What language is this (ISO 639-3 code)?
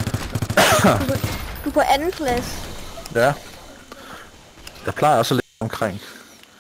dan